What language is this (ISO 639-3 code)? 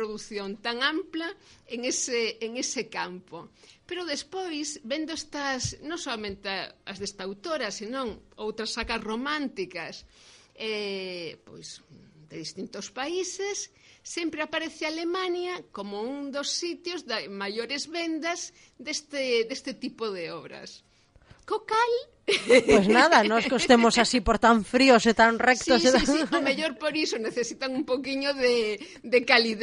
glg